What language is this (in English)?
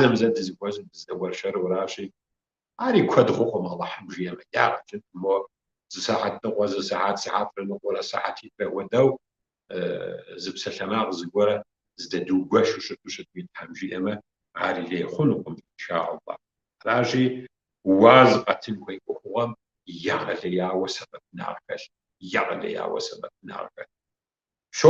Kabardian